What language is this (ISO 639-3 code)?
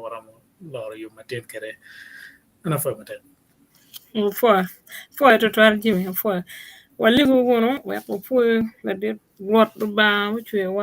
ach